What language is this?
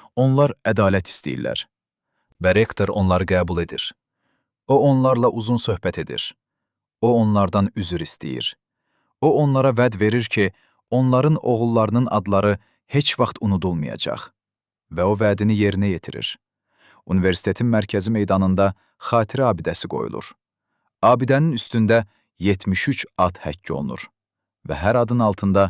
Azerbaijani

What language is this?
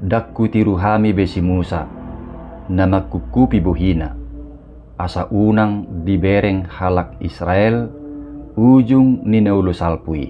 Batak Toba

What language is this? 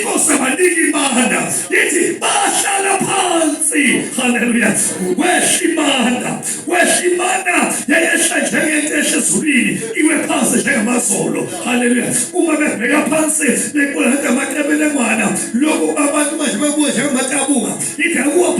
Zulu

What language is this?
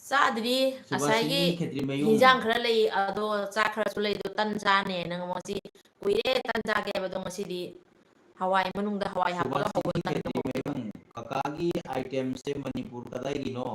Manipuri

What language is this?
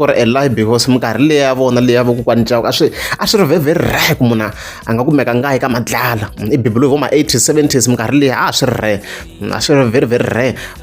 Tsonga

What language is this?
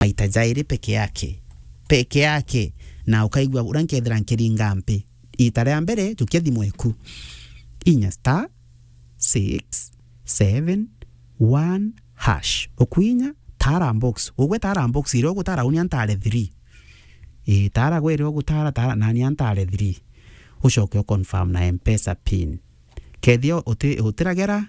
Meru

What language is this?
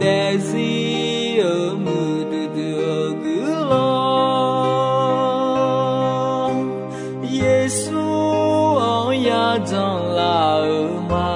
Akha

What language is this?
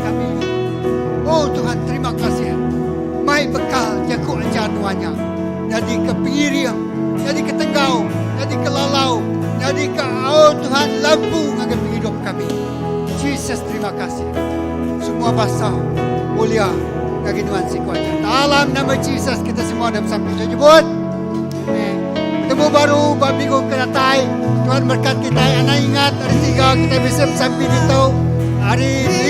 Iban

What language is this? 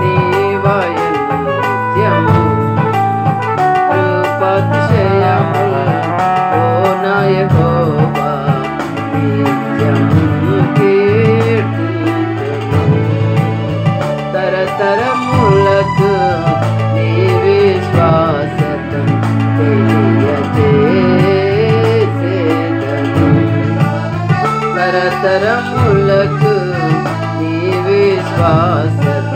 Telugu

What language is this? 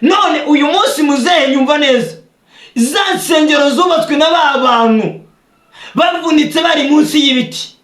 Kinyarwanda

